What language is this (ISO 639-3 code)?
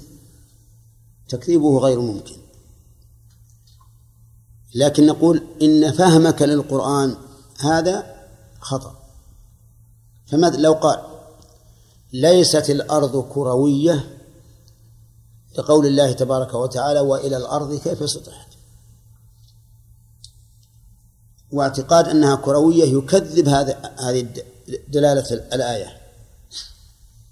ara